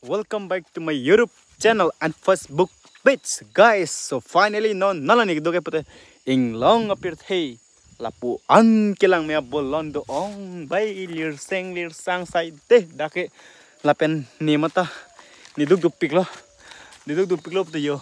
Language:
Karbi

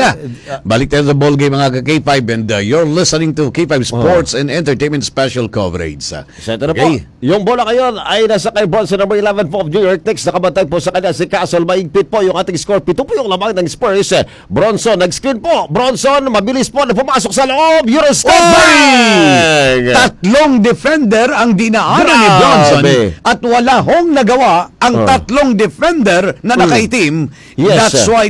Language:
Filipino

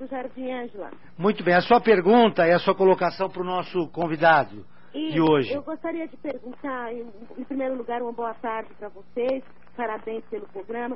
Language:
Portuguese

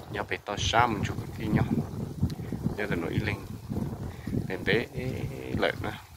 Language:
Hmong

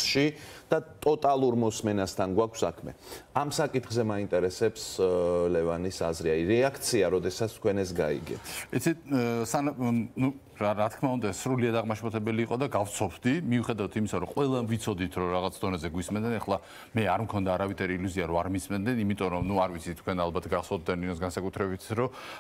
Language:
Georgian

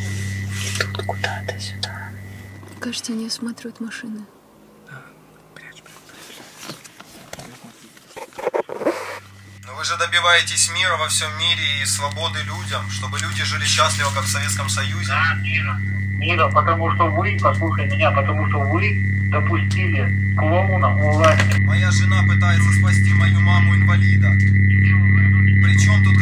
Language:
Russian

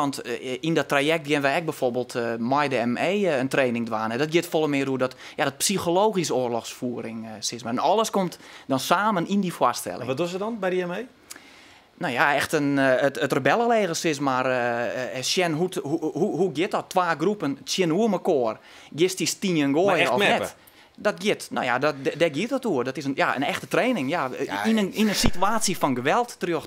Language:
Western Frisian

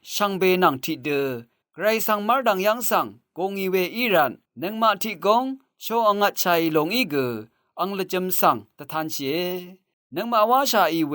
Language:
Rawang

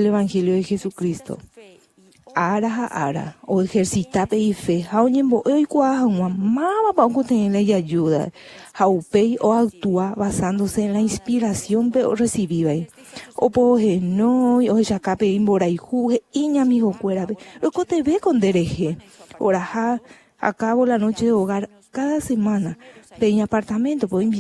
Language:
Guarani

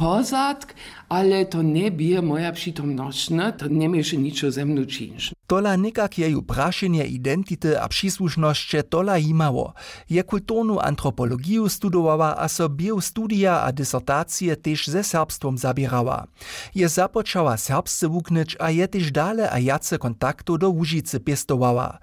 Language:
Upper Sorbian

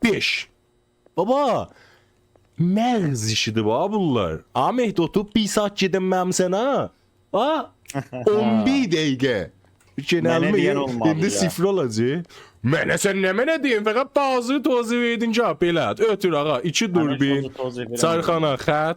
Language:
South Azerbaijani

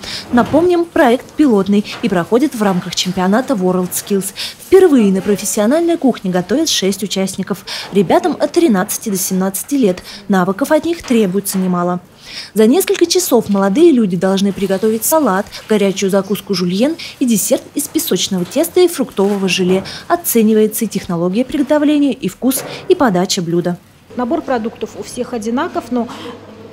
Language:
Russian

